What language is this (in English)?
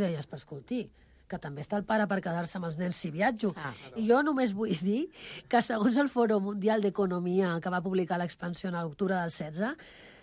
Catalan